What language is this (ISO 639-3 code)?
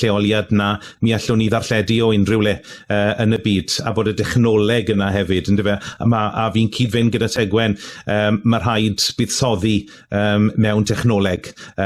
cym